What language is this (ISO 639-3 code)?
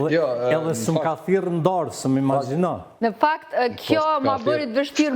sqi